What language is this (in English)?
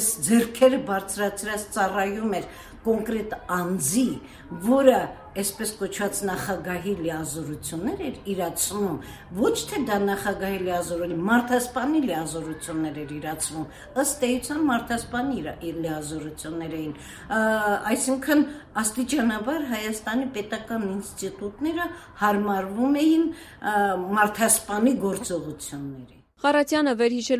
Armenian